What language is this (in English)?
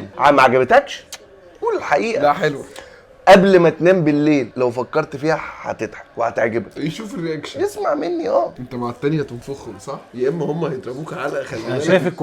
Egyptian Arabic